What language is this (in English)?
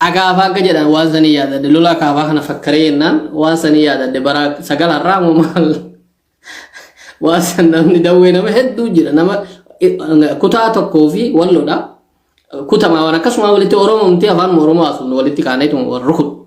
Oromo